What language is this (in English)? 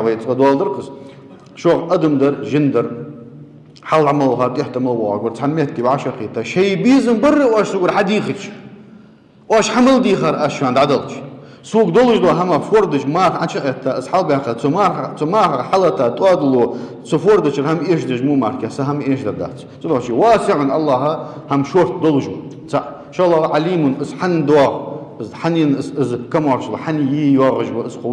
Ingush